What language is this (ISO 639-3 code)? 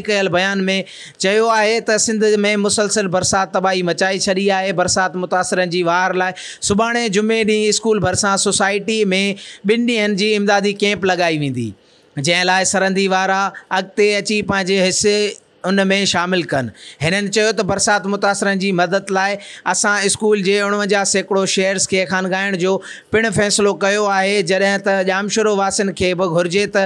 snd